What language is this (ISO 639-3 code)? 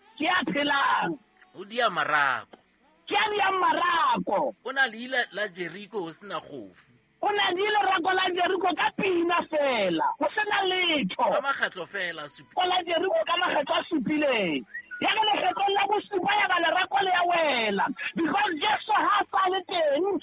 sot